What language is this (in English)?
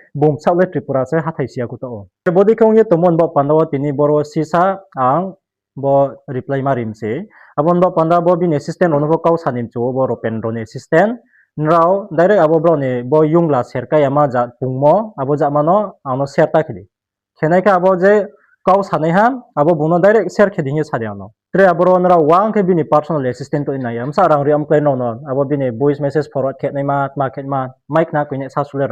Riang (India)